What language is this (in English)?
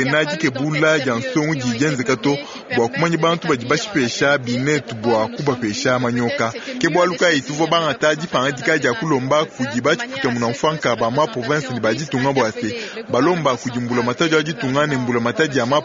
Luba-Lulua